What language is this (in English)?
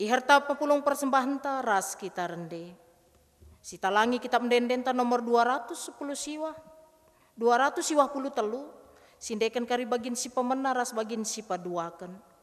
Batak Karo